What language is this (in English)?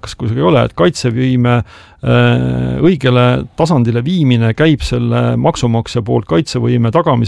Estonian